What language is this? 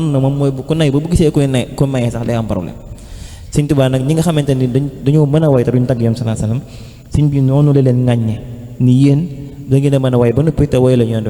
Wolof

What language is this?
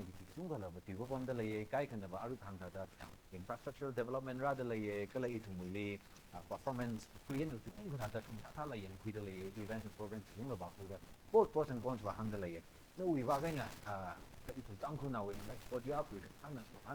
Tangkhul Naga (India)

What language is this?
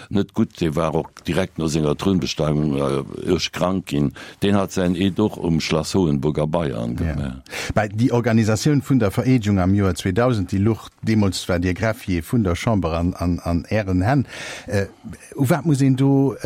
Luxembourgish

